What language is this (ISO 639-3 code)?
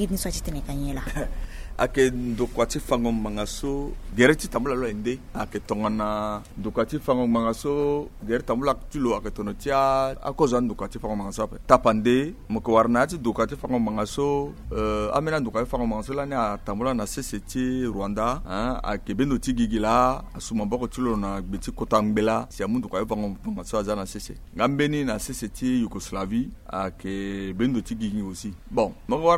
sag